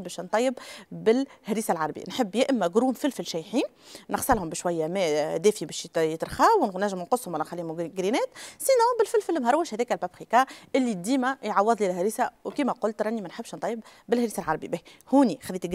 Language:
Tunisian Arabic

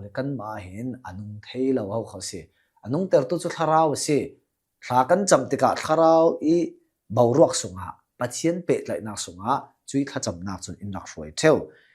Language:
Hakha Chin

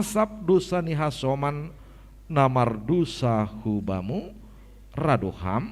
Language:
Batak Simalungun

